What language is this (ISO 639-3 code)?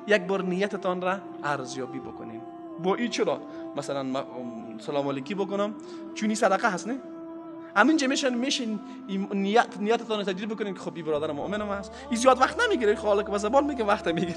fas